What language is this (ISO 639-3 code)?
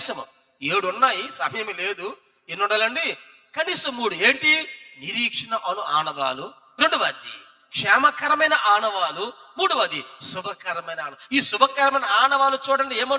tel